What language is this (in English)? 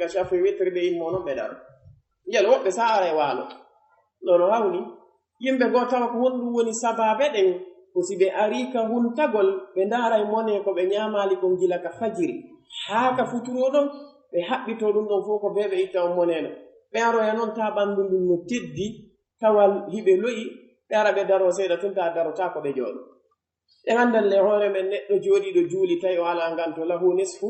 Pular